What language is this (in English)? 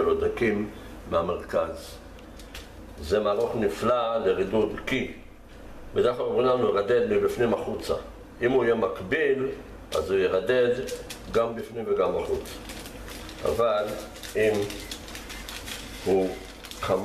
Hebrew